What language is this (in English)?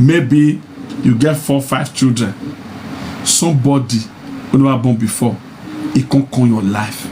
Nigerian Pidgin